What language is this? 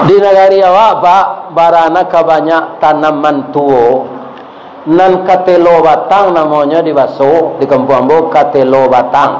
Minangkabau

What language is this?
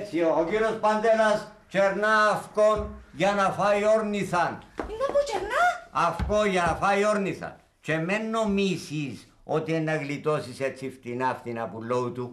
Greek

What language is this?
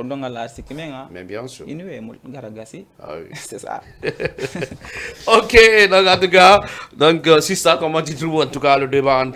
Fula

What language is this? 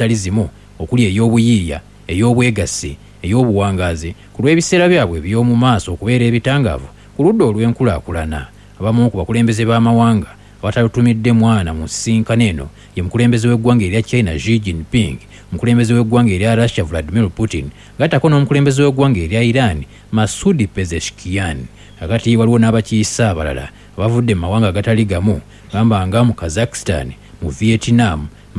Ganda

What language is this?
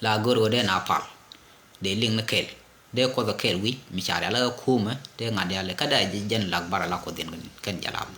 Nuer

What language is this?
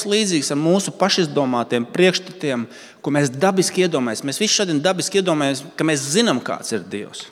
Latvian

